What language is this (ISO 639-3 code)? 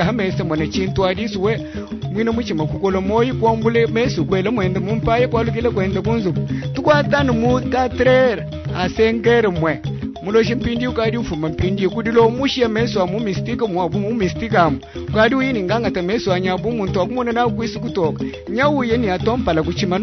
lua